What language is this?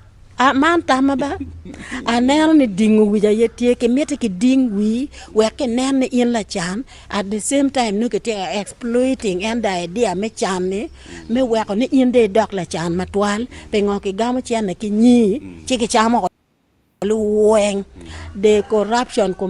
Acoli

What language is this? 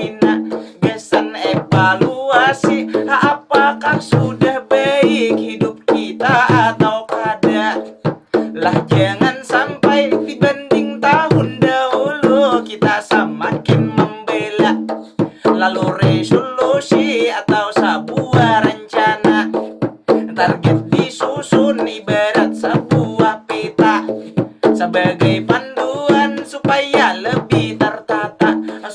Banjar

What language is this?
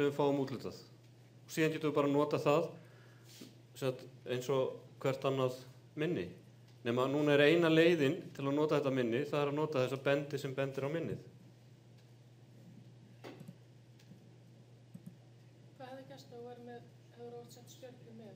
Icelandic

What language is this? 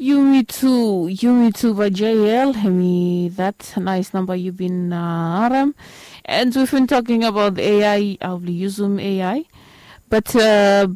Bislama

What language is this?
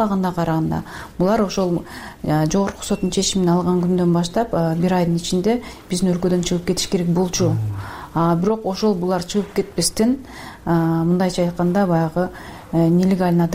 Kyrgyz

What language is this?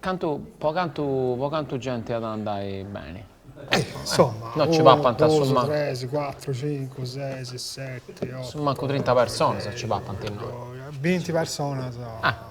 Sardinian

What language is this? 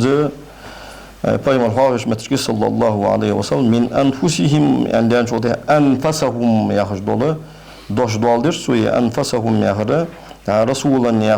Ingush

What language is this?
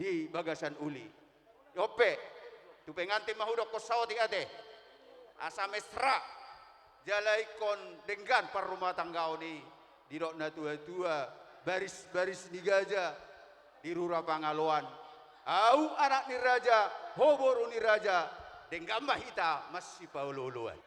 Batak Toba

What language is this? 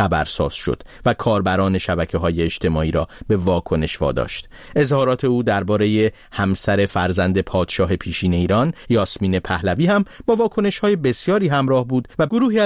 Persian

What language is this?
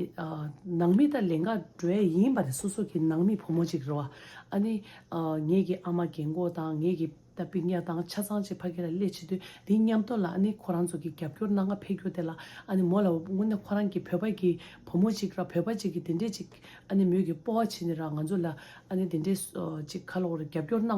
Tibetan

